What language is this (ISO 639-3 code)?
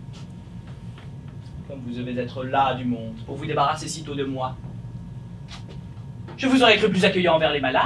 fra